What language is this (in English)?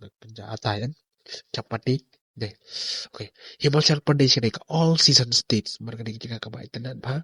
Khasi